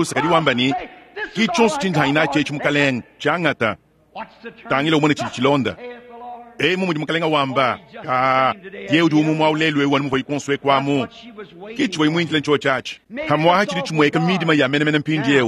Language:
Luba-Lulua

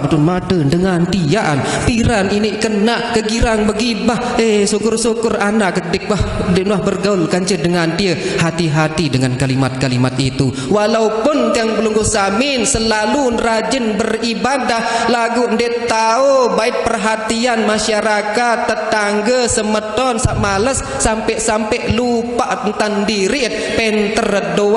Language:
Sasak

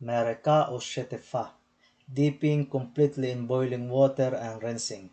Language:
Waray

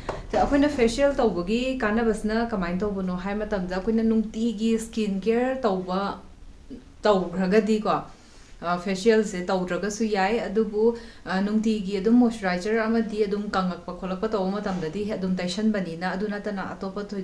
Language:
Manipuri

